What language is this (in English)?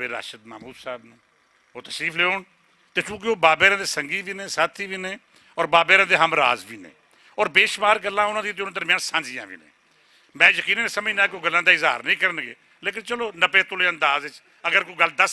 Western Panjabi